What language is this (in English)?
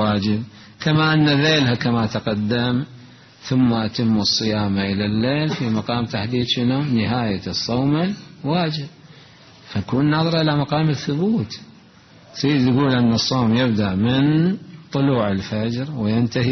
Mesopotamian Arabic